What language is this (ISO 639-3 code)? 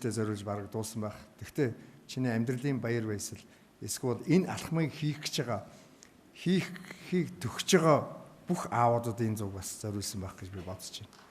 mon